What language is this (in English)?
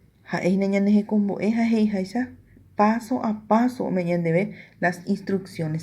Guarani